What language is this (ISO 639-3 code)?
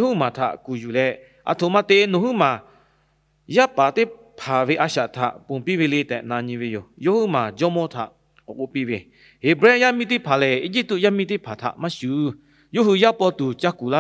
lhu